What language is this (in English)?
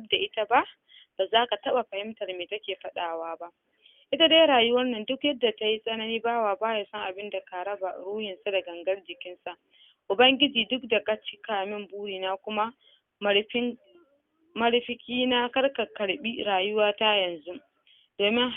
Hausa